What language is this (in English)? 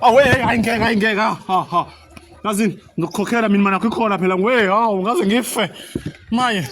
Zulu